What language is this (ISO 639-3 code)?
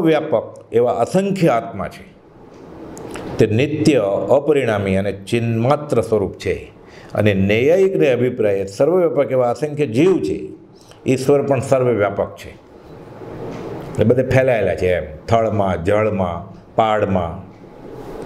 guj